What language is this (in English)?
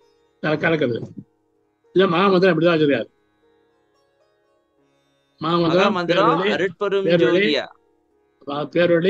Tamil